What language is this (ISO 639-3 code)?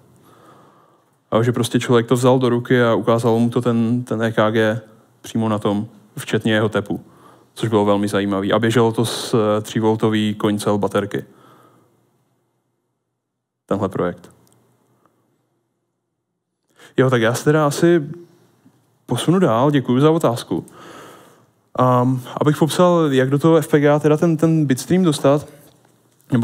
ces